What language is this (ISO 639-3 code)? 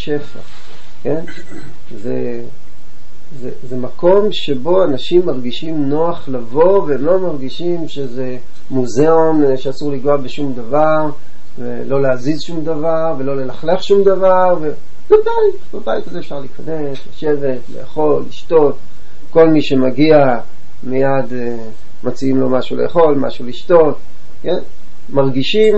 heb